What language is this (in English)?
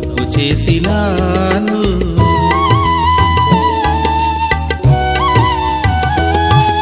Telugu